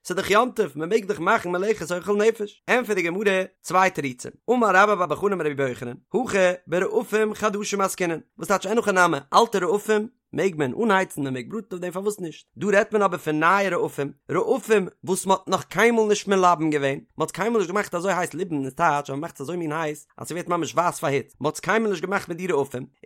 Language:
Yiddish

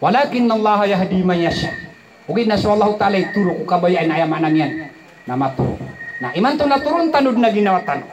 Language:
Maranao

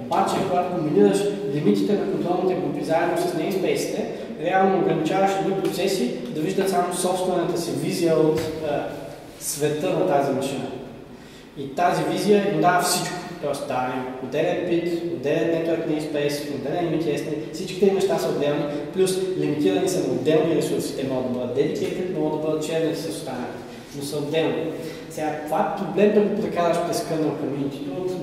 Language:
Bulgarian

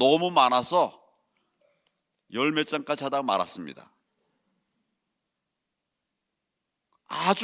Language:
Korean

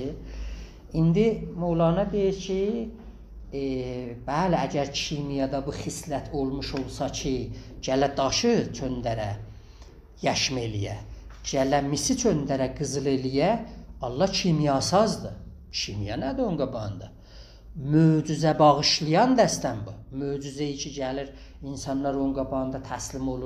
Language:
South Azerbaijani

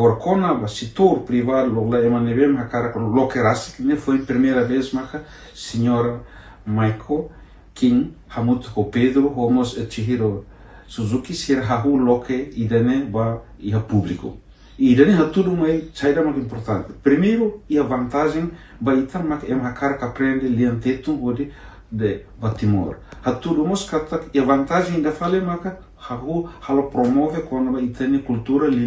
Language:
Tetum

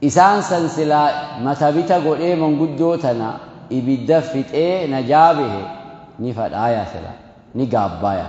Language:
Oromo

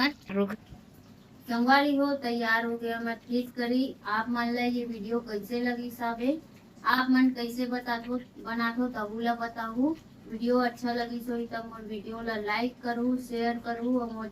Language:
Chhattisgarhi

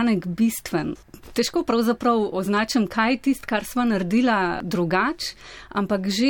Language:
Slovenian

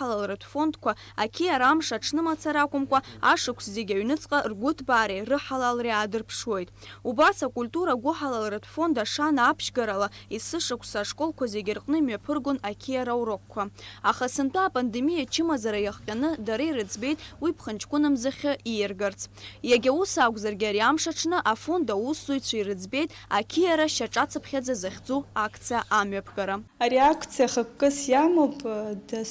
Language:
Abkhazian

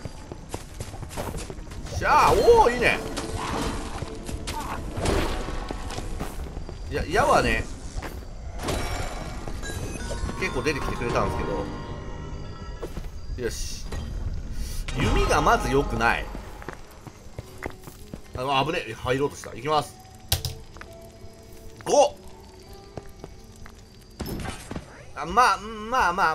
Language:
Japanese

